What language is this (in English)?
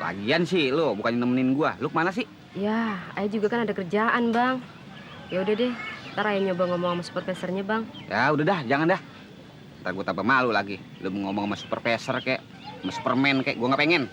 Betawi